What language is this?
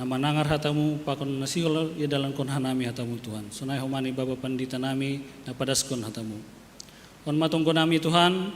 Batak Simalungun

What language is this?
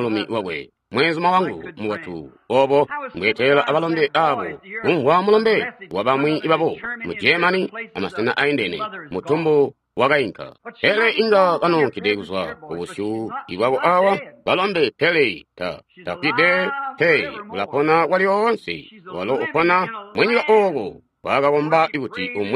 Tonga (Zambia)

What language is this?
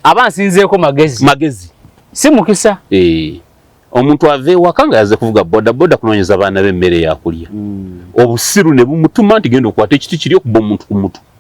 Ganda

